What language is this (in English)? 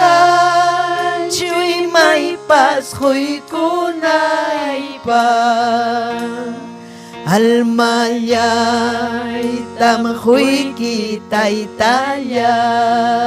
Ayacucho Quechua